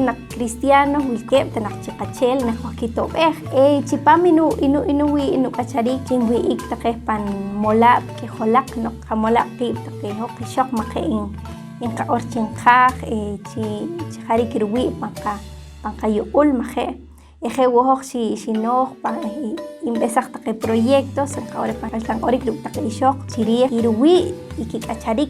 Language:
Poqomchi'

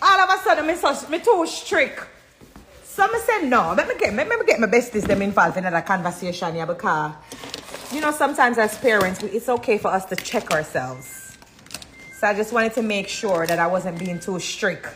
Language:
Jamaican Creole English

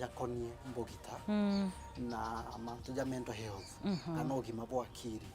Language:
Meru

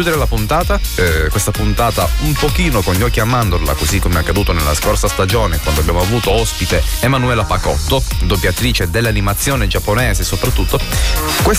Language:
Italian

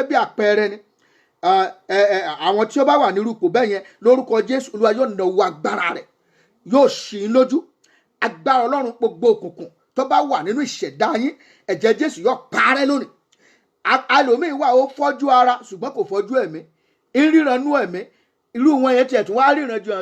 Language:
Yoruba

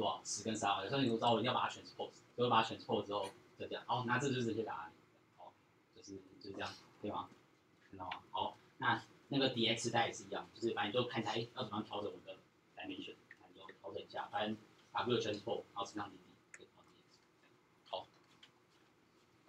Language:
Chinese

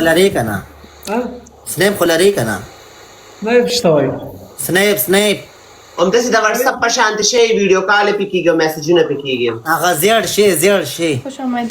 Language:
Pashto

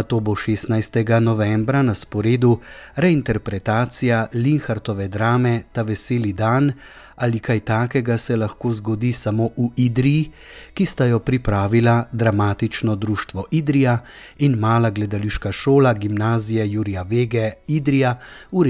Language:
Slovenian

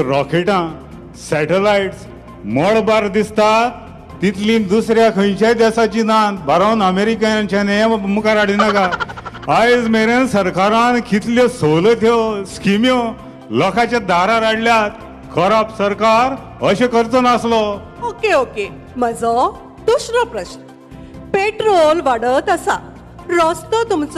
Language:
Konkani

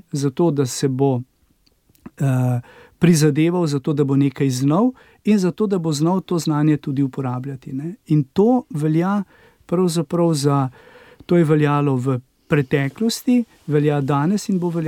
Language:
Slovenian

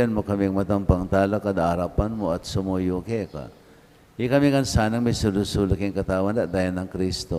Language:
Pampanga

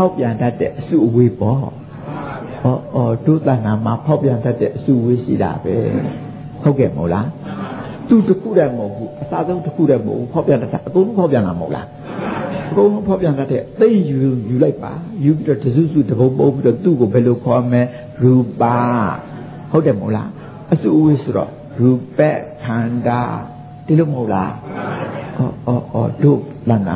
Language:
Burmese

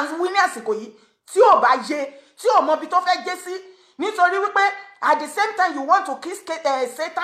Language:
Yoruba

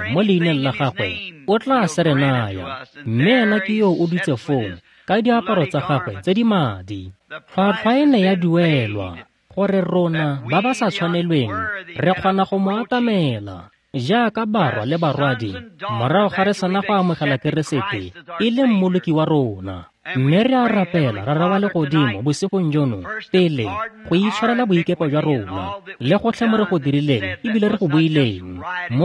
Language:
Tswana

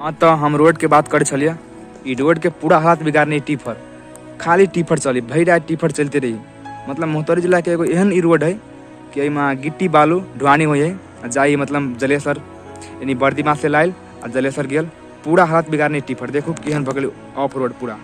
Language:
Maithili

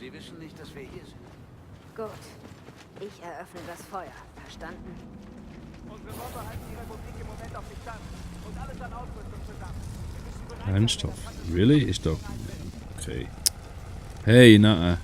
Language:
Swiss German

